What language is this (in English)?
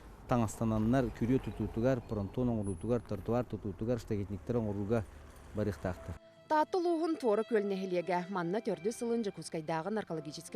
Yakut